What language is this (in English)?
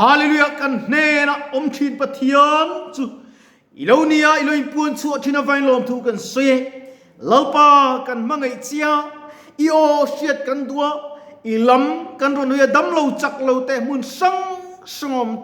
Mizo